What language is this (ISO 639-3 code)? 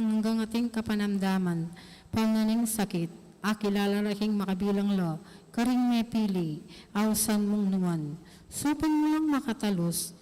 pam